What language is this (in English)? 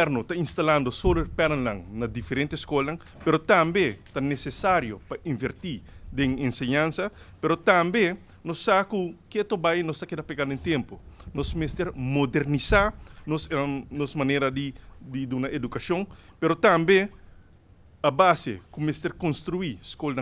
Papiamento